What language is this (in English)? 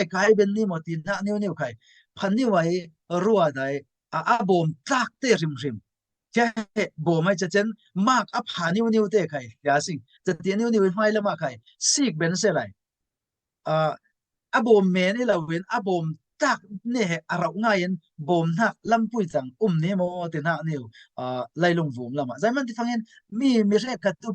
Falam Chin